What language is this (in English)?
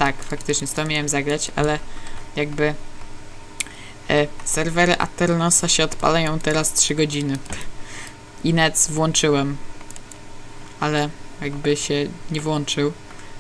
Polish